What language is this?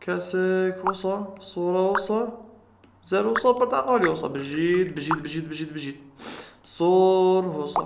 Kurdish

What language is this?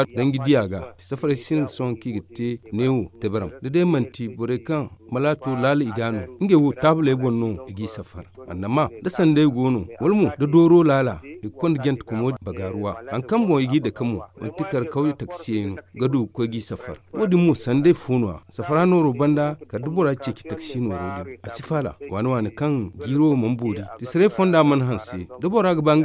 Zarma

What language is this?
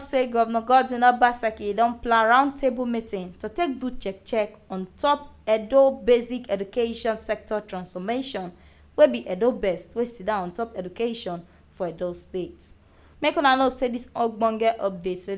Nigerian Pidgin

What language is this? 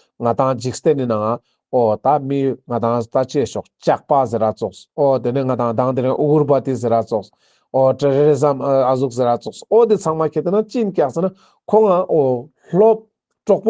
Ladakhi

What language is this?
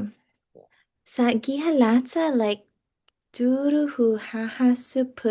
Chamorro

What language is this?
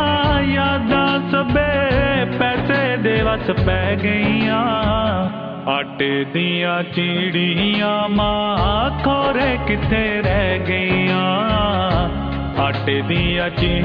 Punjabi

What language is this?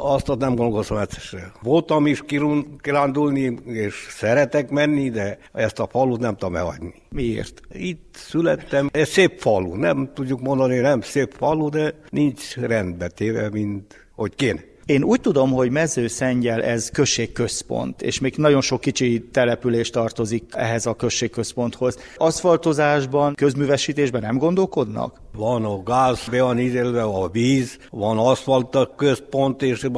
Hungarian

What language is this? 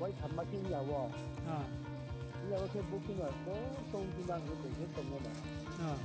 Riang (India)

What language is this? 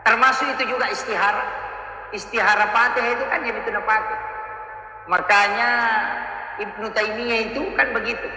Buginese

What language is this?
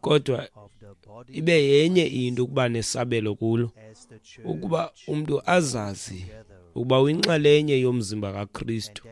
Xhosa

